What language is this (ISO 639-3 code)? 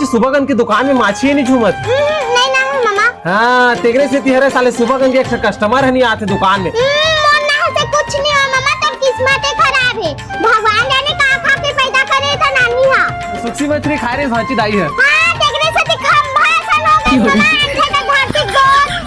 hne